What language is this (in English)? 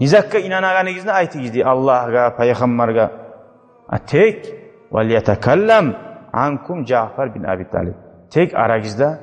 Kumyk